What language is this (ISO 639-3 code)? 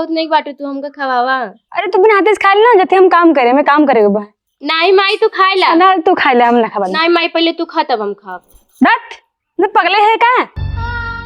awa